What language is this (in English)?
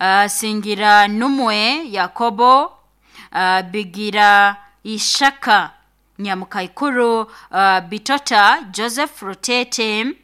Nyoro